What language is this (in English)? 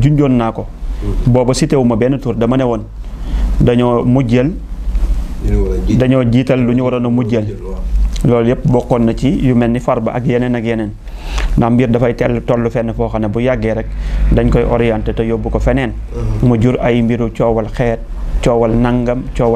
Wolof